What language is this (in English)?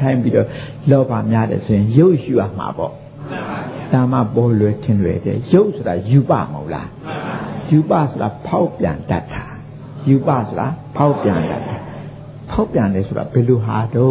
Burmese